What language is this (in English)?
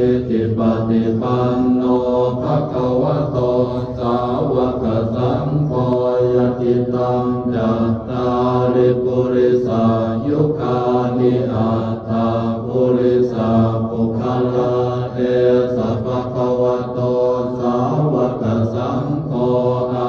Pali